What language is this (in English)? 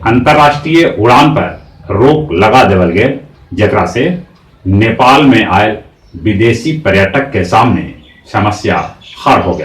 Magahi